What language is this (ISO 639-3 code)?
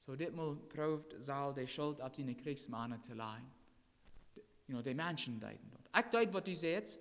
pdt